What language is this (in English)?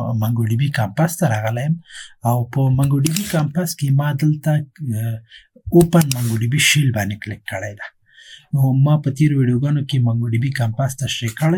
Pashto